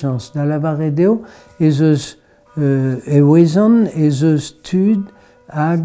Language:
Breton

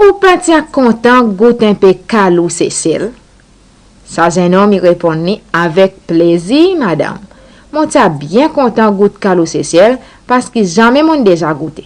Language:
Seselwa Creole French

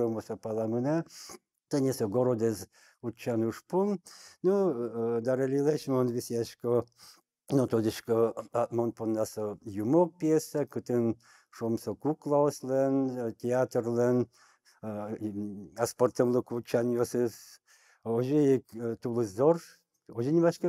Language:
Udmurt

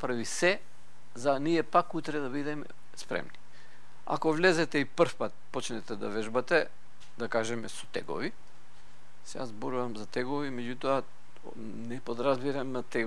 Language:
Macedonian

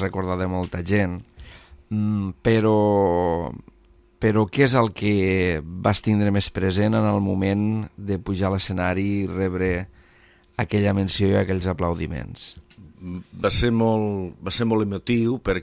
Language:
Catalan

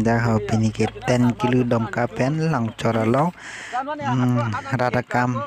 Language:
Karbi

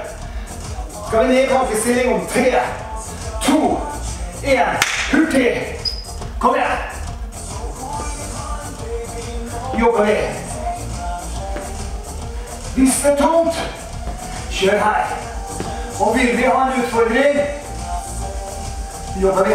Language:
Norwegian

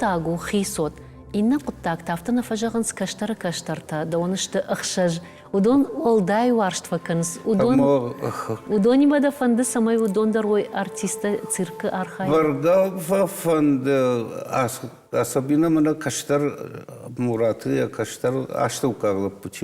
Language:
Ossetic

